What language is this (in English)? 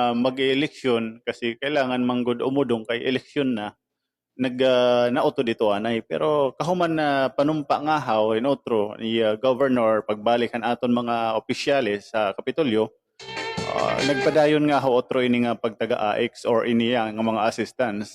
Waray